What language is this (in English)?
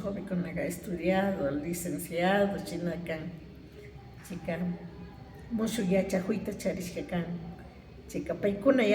Imbabura Highland Quichua